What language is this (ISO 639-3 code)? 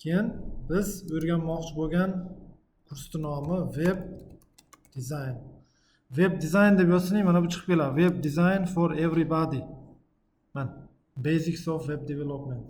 uzb